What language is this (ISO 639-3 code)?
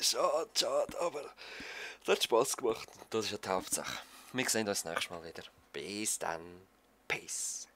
gsw